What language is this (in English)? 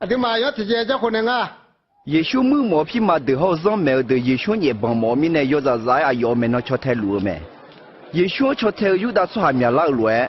Akha